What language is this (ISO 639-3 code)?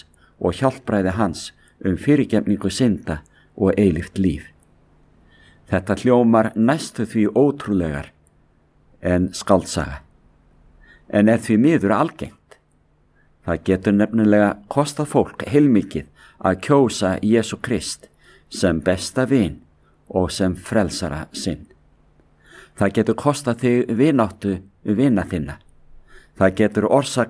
isl